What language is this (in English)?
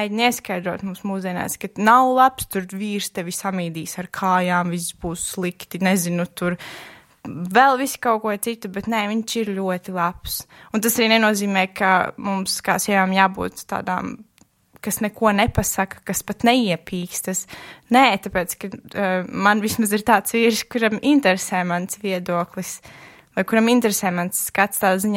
Latvian